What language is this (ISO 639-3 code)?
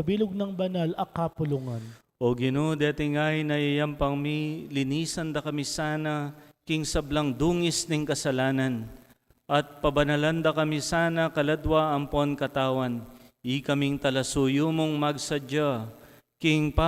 pam